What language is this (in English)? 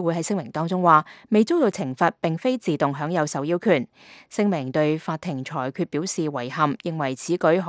Cantonese